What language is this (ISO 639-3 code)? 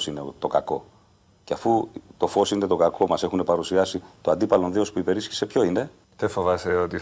ell